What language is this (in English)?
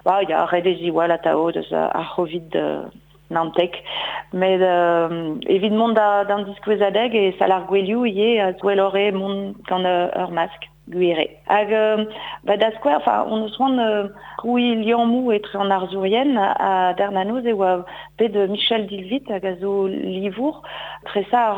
Breton